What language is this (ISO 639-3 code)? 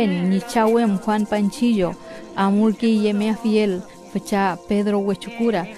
arn